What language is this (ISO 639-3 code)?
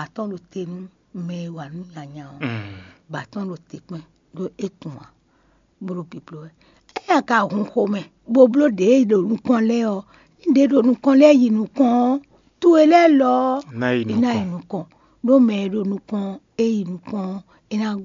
fon